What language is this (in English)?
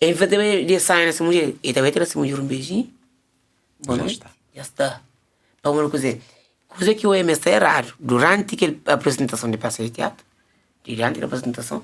Kabuverdianu